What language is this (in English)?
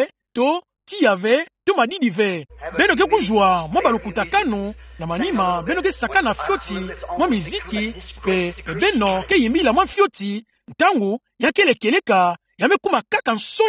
Kituba (Democratic Republic of Congo)